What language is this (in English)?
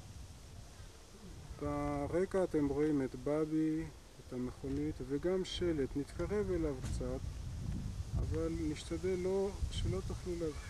Hebrew